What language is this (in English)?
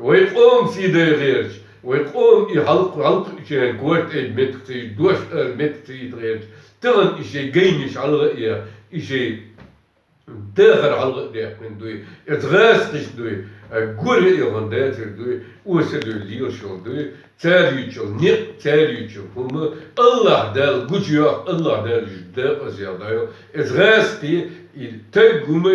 Chechen